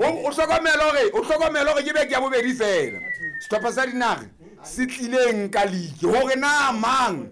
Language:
Southern Sotho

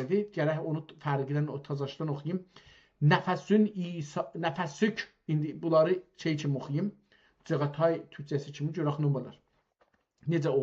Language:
South Azerbaijani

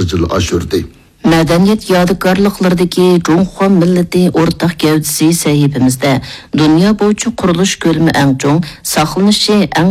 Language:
Uyghur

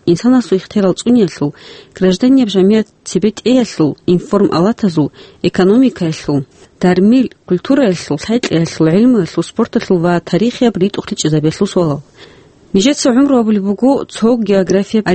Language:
Avaric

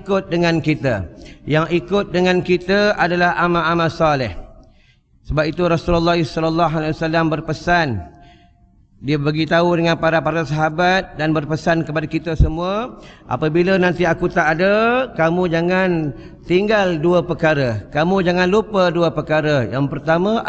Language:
Malay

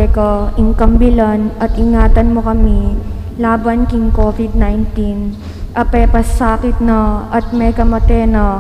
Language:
Pampanga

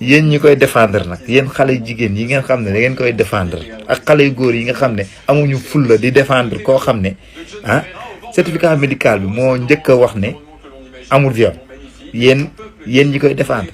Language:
Wolof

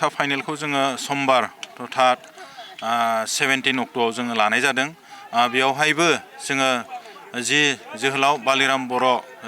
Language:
Bodo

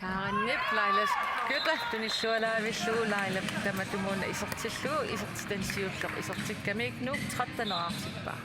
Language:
Kalaallisut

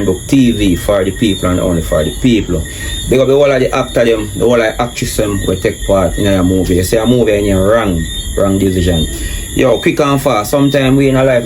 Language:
Jamaican Creole English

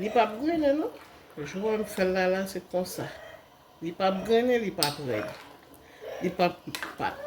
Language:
Haitian Creole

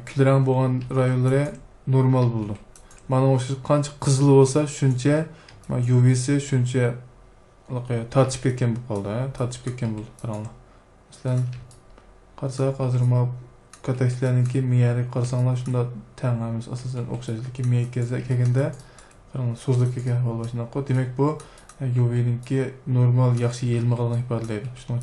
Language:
Uyghur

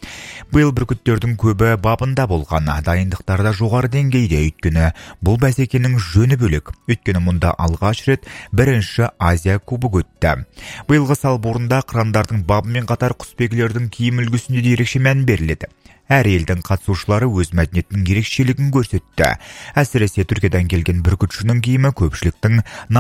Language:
Kazakh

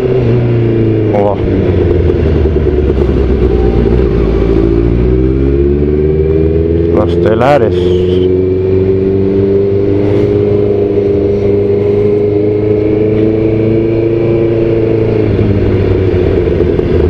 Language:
Spanish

